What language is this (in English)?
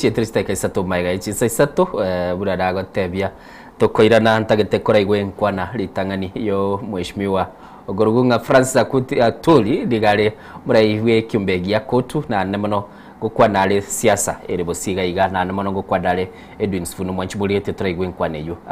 Gusii